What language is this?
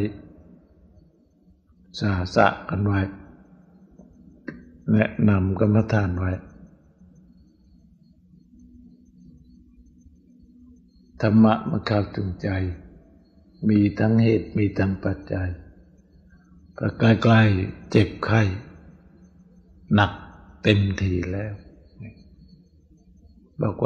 Thai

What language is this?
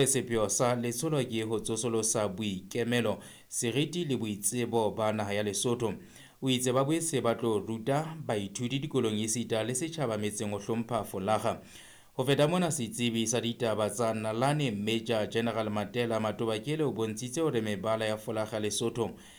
Southern Sotho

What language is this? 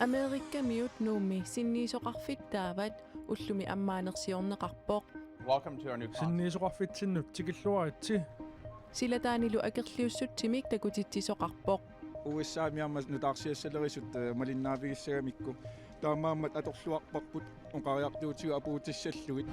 Kalaallisut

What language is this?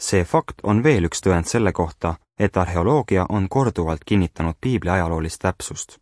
Estonian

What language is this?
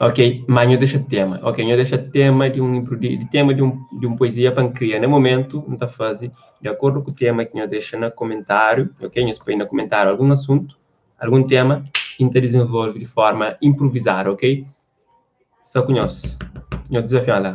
Kabuverdianu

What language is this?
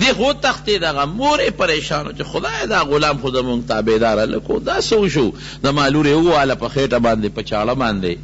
Pashto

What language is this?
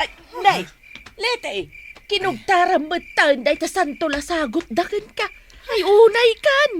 Iloko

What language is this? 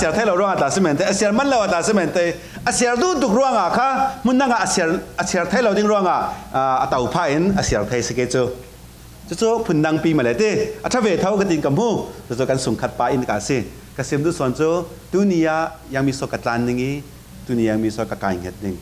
Falam Chin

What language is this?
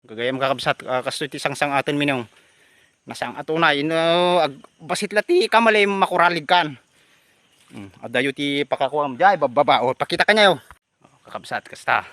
Iloko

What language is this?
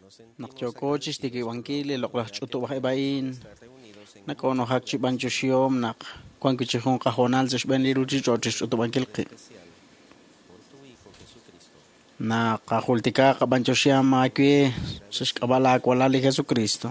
Kekchí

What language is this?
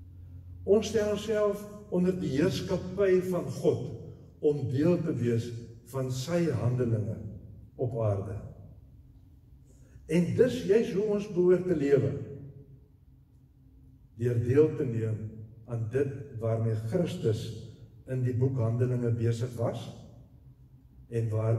Afrikaans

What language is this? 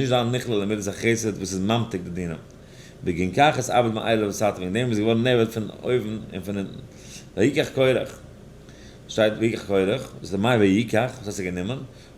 Yiddish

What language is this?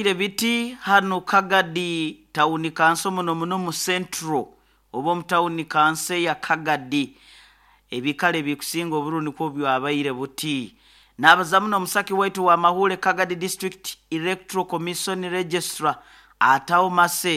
Nyoro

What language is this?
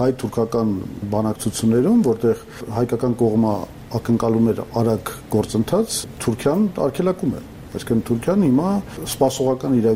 Armenian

